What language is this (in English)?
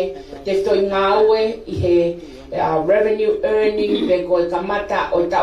Tongan